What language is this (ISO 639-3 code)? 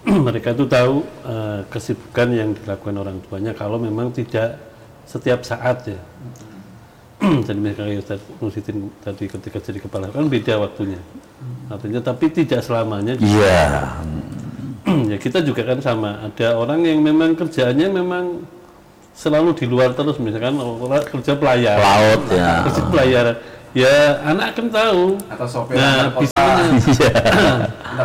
ind